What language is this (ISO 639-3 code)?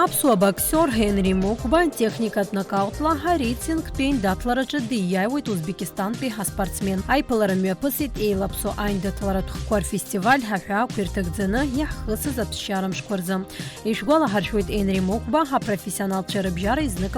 abk